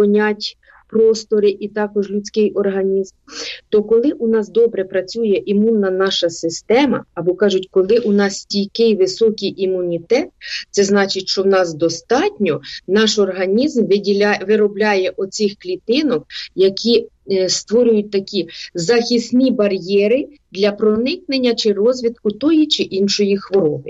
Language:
Ukrainian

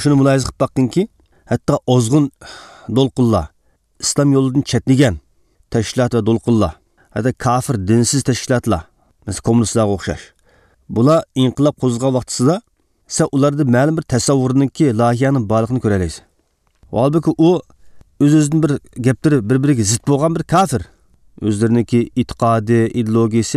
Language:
Uyghur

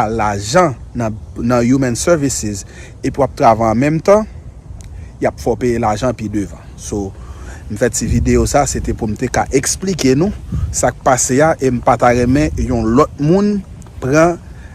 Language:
Haitian Creole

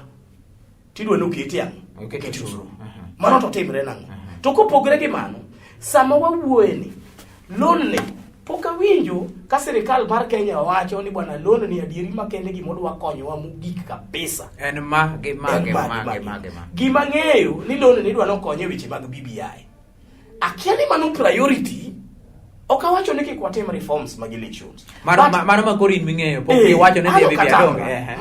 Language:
Luo (Kenya and Tanzania)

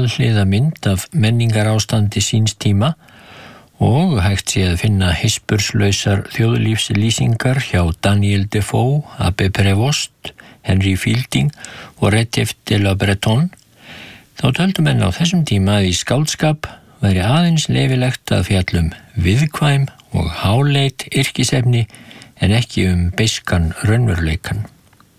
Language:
Icelandic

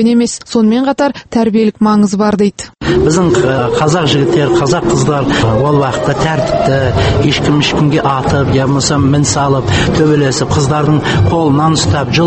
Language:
Kazakh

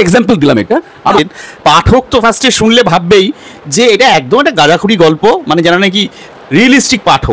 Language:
Bangla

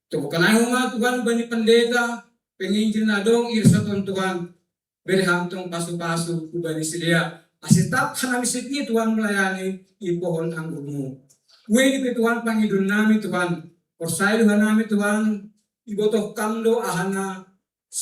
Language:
Batak Simalungun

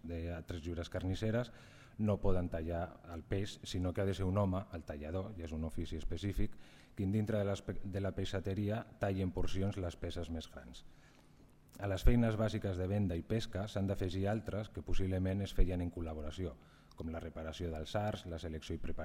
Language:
Catalan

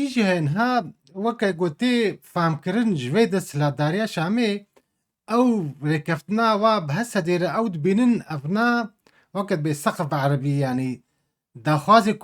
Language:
Kurdish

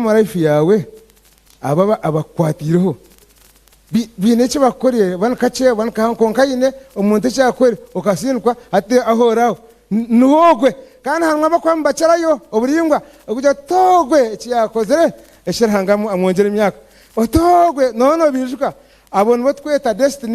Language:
Nyankole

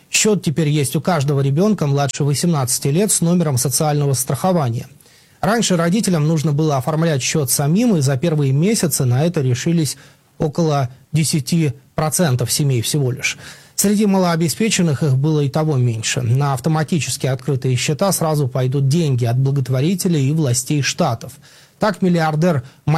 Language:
Russian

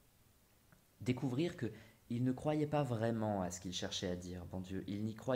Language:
French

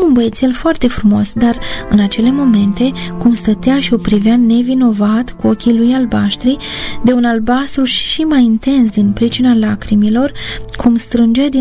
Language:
Romanian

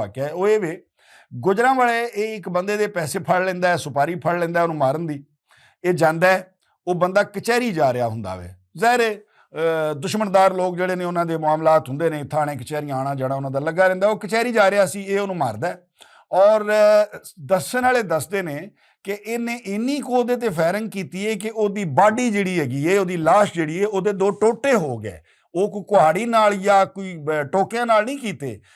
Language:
Western Panjabi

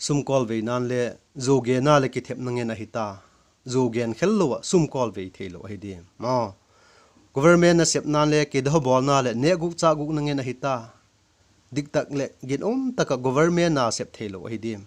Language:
Vaiphei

